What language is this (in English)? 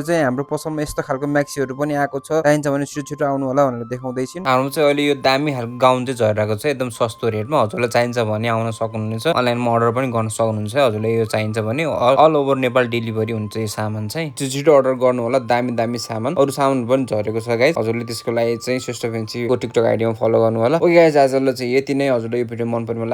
Nepali